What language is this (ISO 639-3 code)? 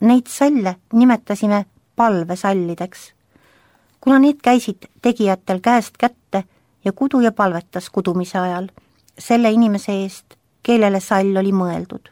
est